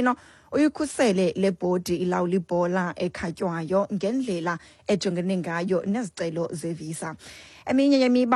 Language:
Xhosa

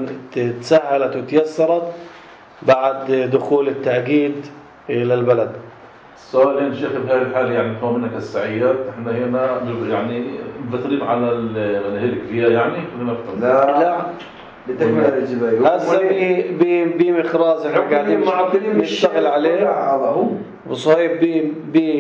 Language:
North Levantine Arabic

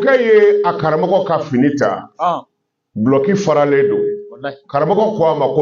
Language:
Bambara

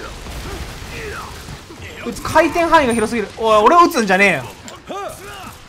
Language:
Japanese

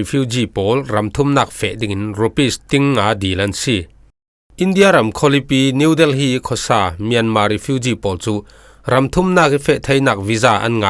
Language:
Falam Chin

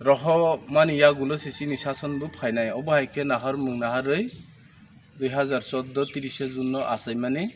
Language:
Riang (India)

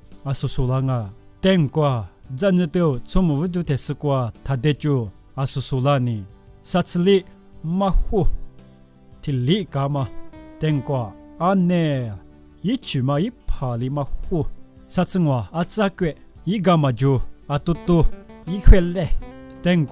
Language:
Lisu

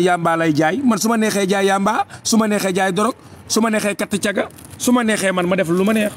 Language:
Wolof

